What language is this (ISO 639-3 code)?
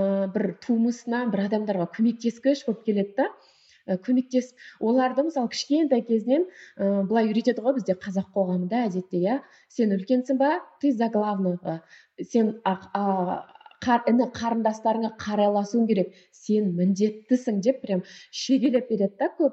kaz